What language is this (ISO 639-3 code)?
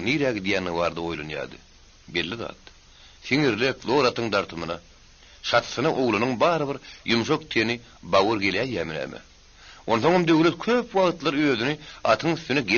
tuk